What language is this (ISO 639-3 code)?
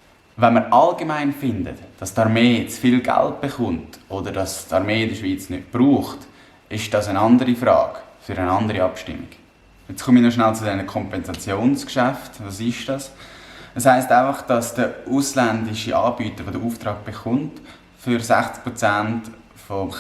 gsw